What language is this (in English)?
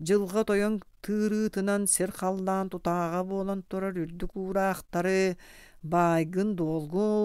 Yakut